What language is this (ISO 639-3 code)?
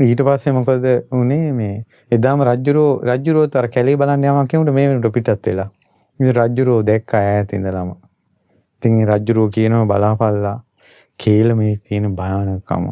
sin